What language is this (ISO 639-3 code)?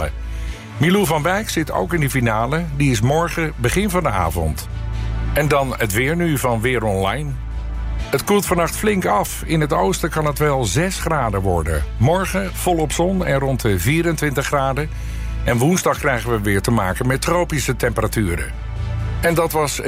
nld